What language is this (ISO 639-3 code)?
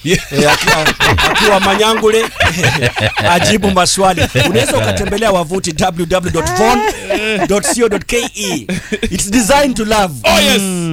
swa